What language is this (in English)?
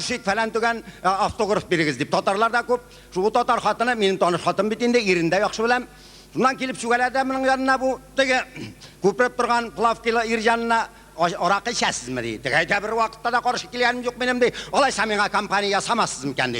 Tatar